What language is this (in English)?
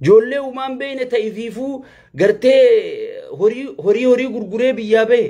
Oromo